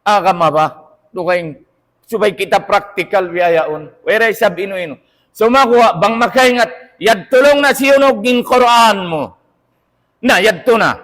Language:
Tausug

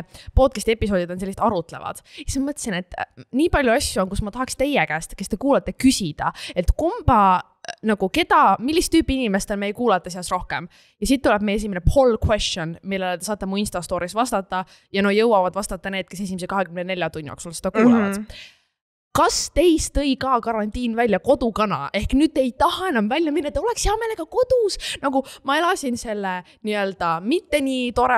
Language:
Estonian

